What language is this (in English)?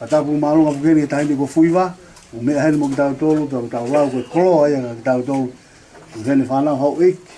Tongan